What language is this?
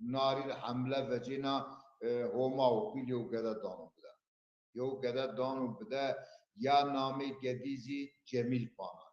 Zaza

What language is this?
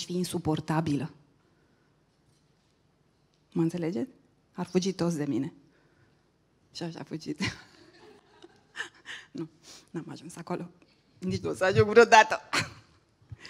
Romanian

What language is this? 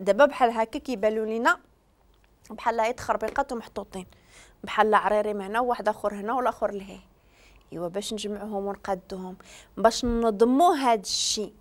Moroccan Arabic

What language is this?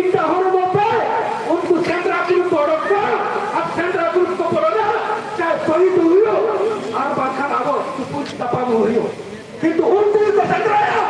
Santali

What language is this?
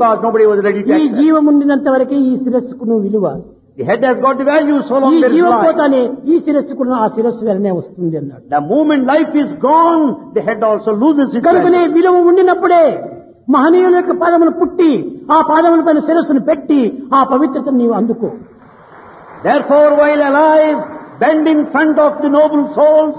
Telugu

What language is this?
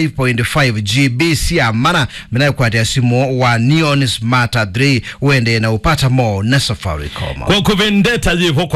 Kamba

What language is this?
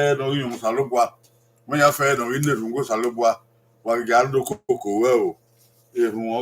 Bini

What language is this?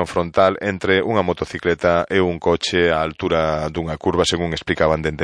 Galician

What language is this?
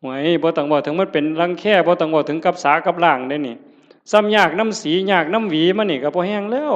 Northeastern Thai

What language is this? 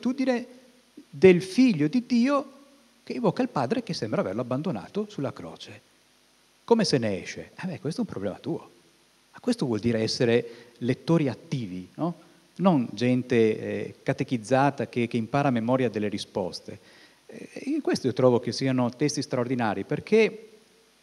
Italian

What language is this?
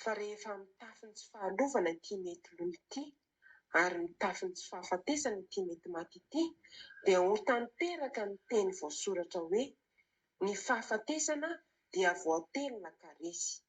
Malagasy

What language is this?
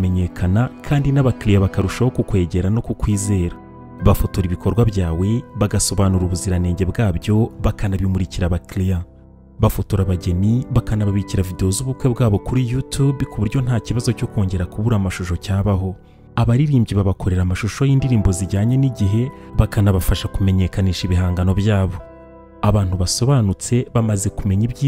Kinyarwanda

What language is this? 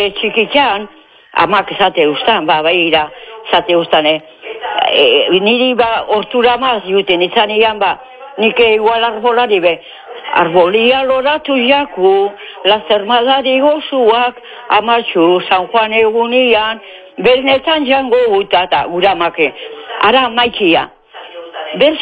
Basque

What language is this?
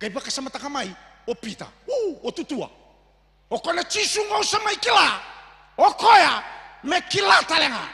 Fijian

